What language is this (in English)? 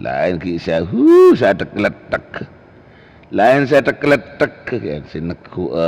Madurese